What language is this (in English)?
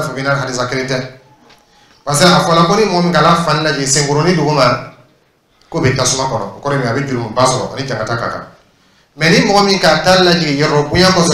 Dyula